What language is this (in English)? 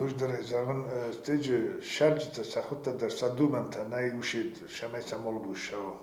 Ossetic